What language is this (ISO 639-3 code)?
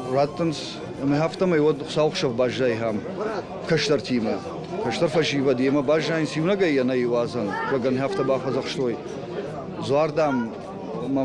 oss